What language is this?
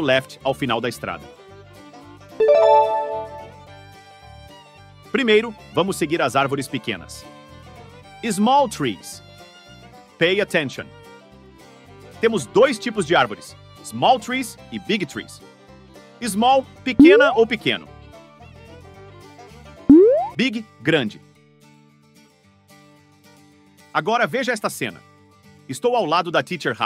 Portuguese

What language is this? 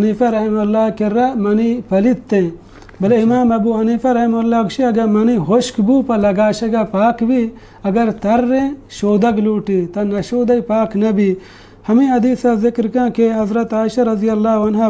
Baluchi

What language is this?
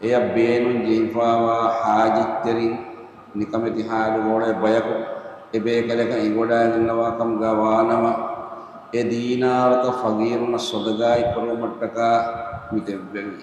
Divehi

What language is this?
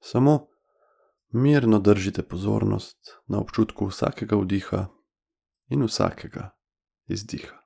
Slovenian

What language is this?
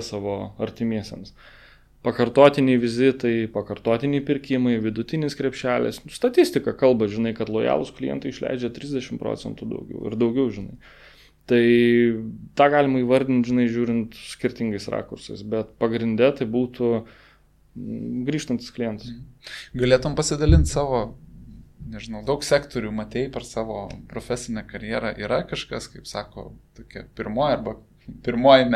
Lithuanian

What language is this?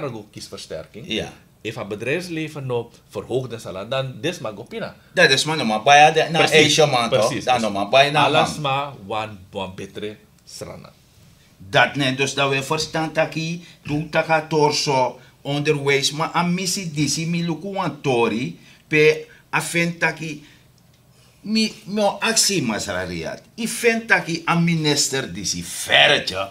Sranan Tongo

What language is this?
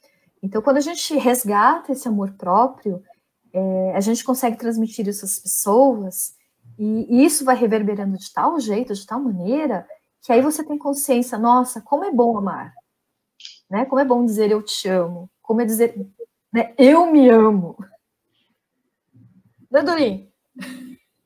Portuguese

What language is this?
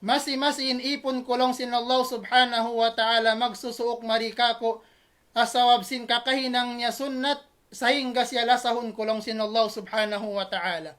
Tausug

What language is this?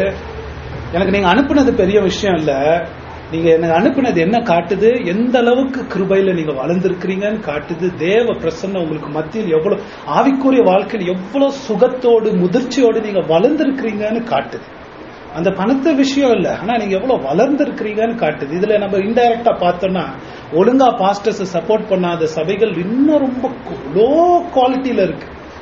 Tamil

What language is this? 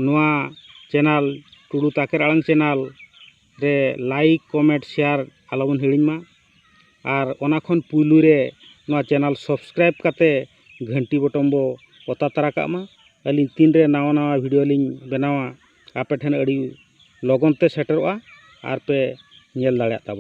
Santali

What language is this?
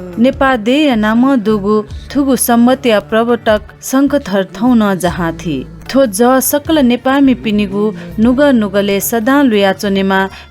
Newari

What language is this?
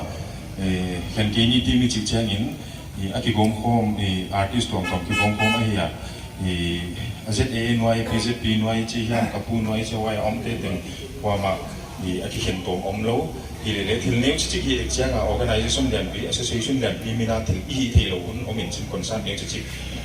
Paite Chin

